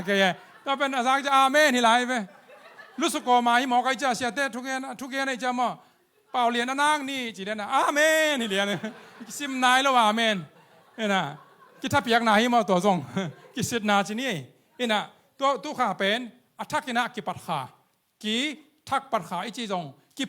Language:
Tedim Chin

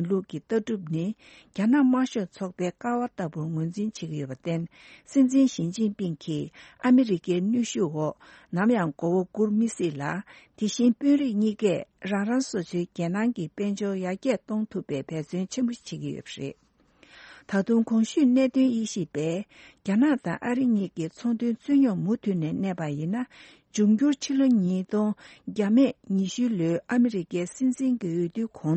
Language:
Tibetan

